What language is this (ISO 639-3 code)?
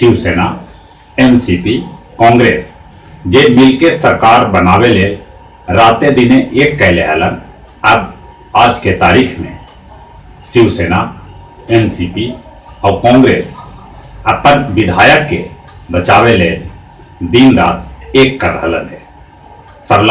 mag